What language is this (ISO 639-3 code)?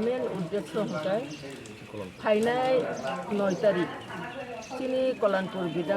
trp